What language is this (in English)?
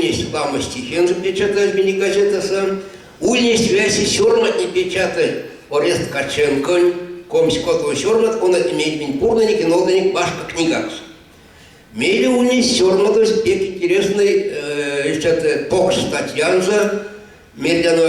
Erzya